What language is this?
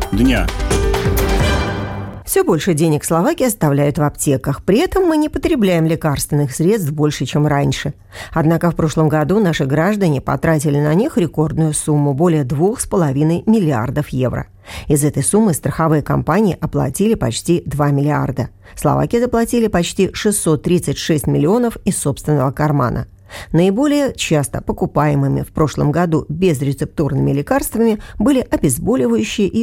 Russian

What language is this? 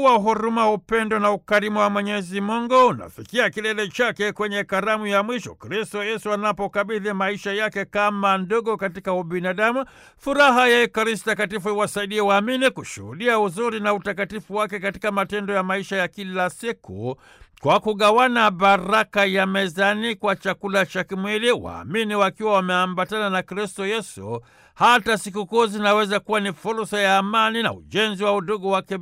Swahili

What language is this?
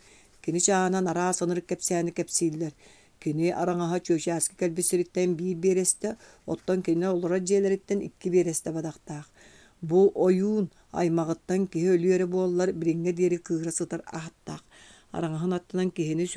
Yakut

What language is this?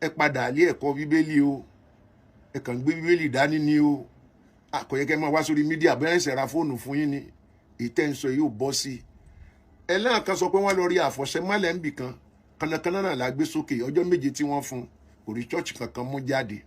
Yoruba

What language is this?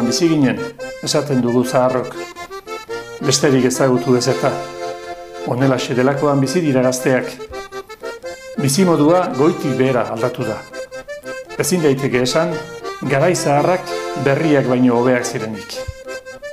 Basque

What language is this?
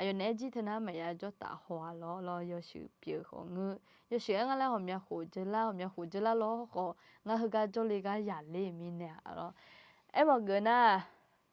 Akha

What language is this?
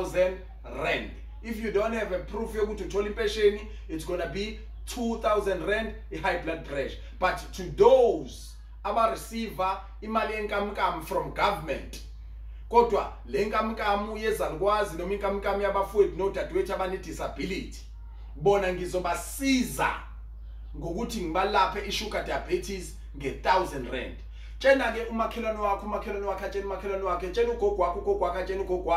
Zulu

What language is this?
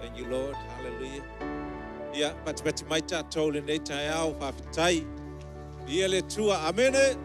Samoan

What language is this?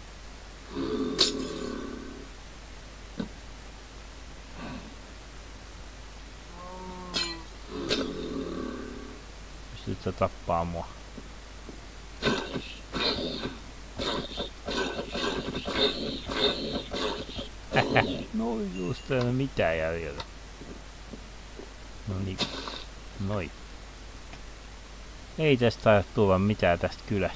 Finnish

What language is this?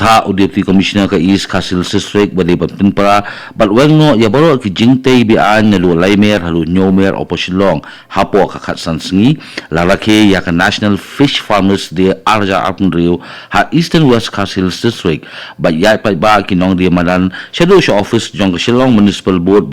Khasi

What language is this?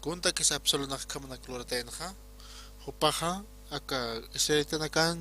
Aymara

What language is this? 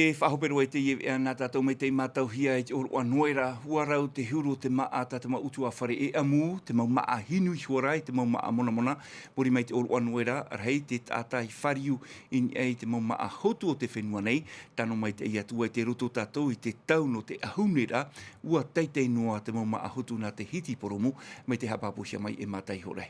Tahitian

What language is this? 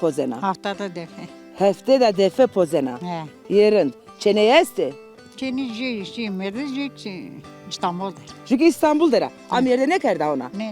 Zaza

